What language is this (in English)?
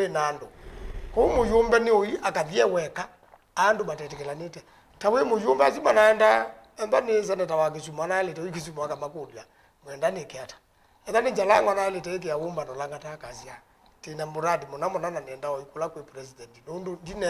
Kamba